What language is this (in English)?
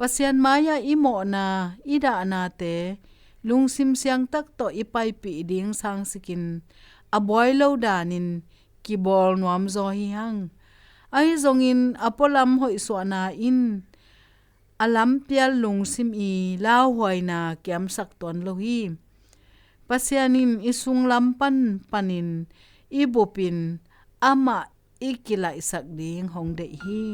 Tedim Chin